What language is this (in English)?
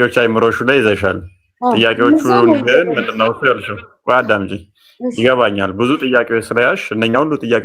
Amharic